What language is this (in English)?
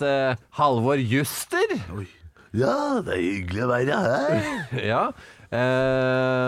Norwegian